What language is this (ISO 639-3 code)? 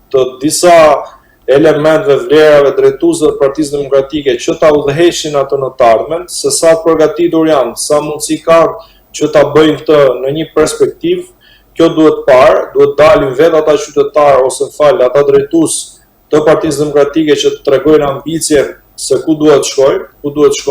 sqi